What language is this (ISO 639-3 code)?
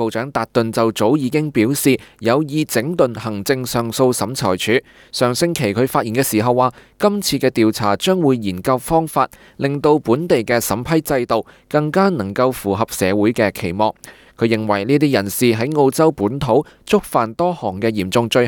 yue